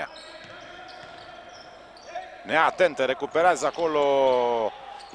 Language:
Romanian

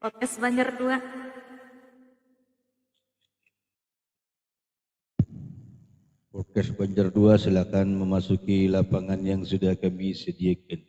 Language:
Banjar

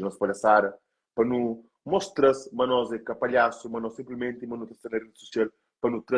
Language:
Kabuverdianu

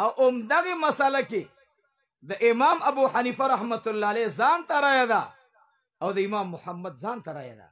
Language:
Pashto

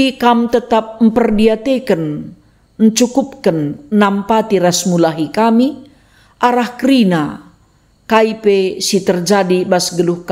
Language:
Batak Karo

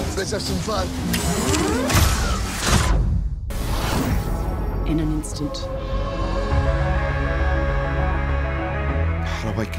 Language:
Portuguese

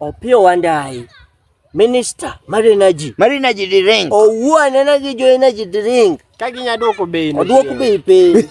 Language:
Luo (Kenya and Tanzania)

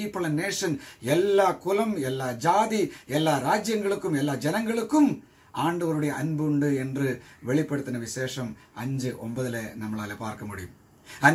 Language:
Tamil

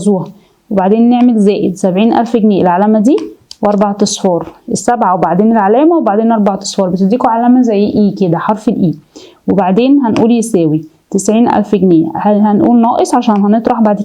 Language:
Egyptian Arabic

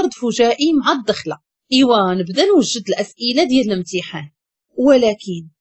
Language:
Moroccan Arabic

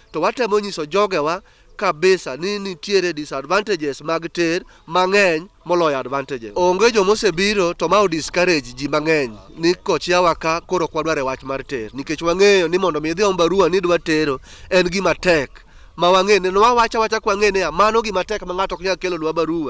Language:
Luo (Kenya and Tanzania)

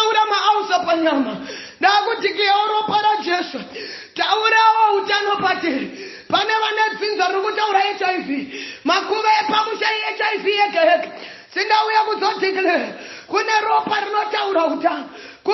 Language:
Shona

